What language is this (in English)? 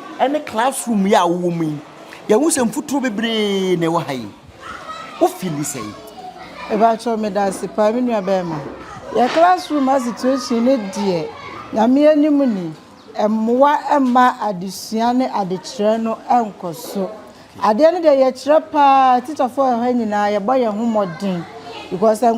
Akan